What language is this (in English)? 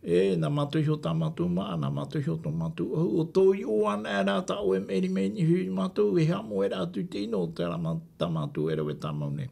Tahitian